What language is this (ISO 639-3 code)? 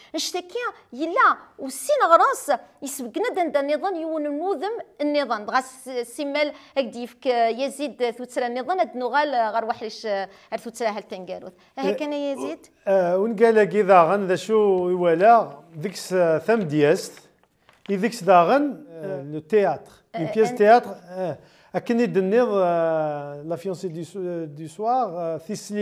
kab